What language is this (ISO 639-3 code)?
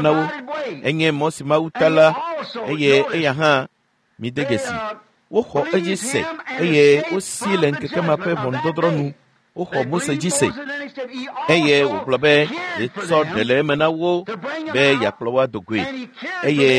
ewe